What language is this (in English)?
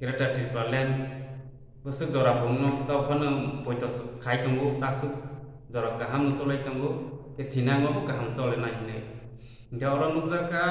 Kok Borok